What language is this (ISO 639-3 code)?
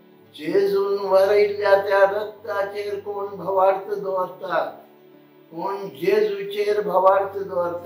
kok